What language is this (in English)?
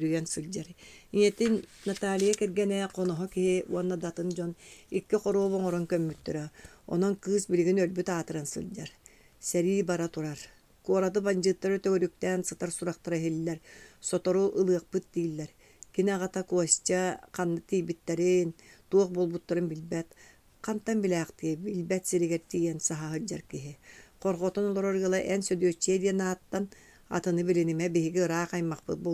Yakut